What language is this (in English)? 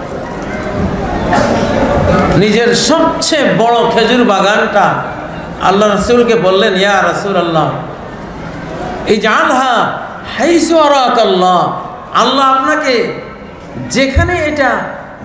Bangla